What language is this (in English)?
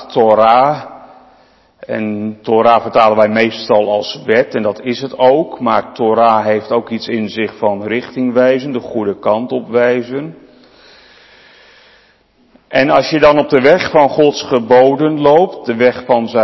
Dutch